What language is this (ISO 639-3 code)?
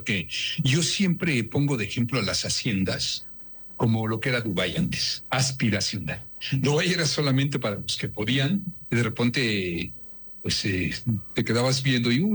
spa